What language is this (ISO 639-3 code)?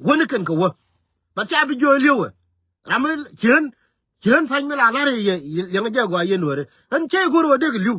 nus